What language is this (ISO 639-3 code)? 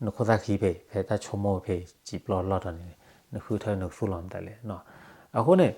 ksw